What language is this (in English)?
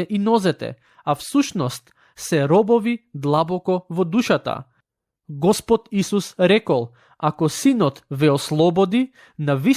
Macedonian